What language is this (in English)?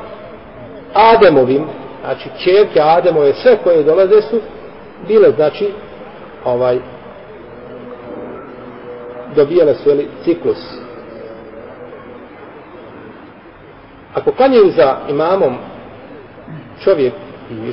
Bosnian